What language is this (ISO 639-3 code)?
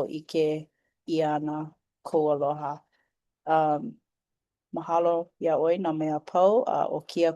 haw